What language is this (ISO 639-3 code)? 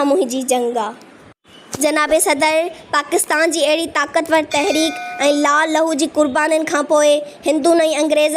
snd